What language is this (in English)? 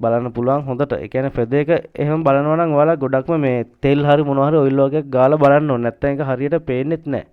Sinhala